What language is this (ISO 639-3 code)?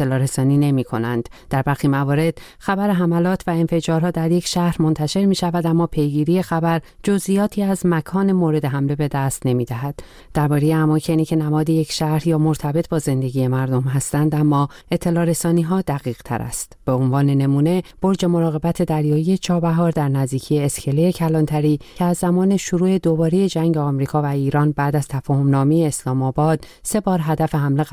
fas